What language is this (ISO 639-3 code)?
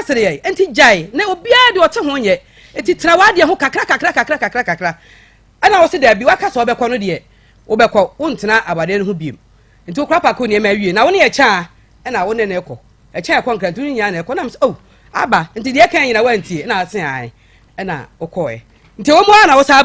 aka